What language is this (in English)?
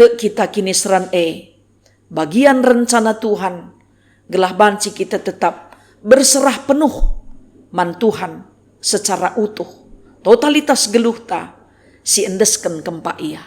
Batak Karo